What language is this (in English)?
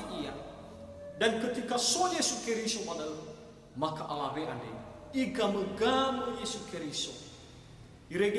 Nias